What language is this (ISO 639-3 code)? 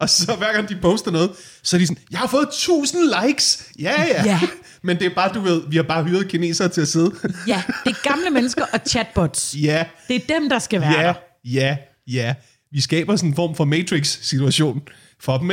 dan